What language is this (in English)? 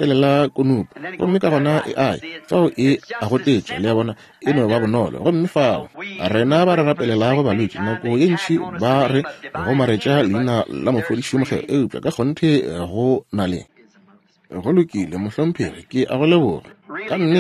Northern Sotho